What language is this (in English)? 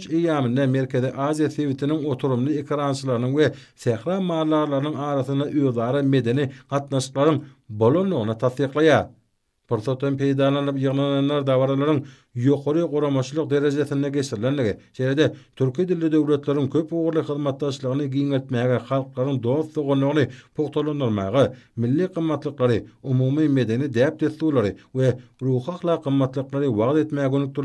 Turkmen